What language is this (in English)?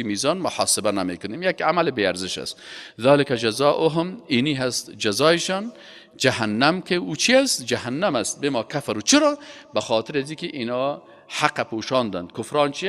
Persian